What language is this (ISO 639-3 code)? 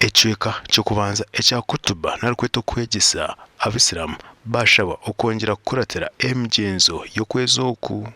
nyn